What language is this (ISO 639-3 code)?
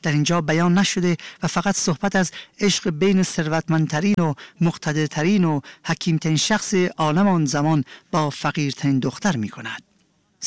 fas